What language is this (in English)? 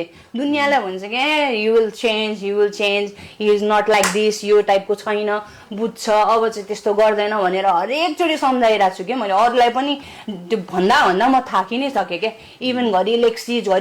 Nepali